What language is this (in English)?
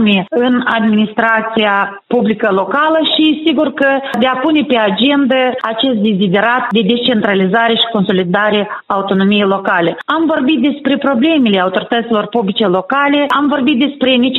Romanian